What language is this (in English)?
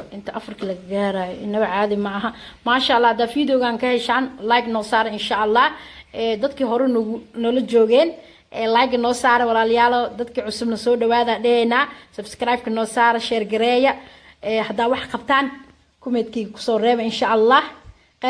Somali